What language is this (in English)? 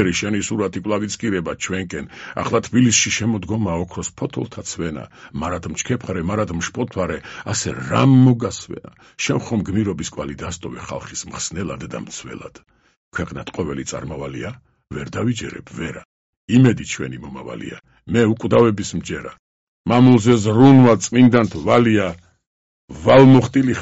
Georgian